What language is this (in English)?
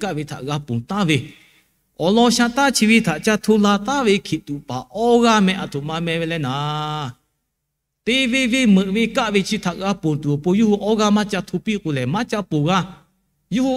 Lahu